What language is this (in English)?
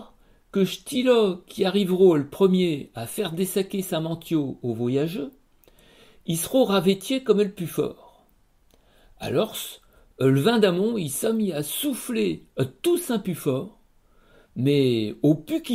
Picard